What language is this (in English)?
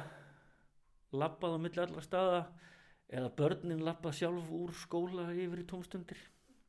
Icelandic